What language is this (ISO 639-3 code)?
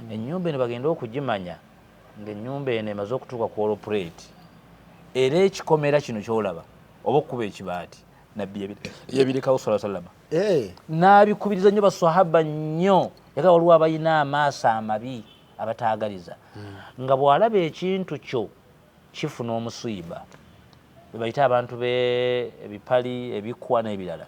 lug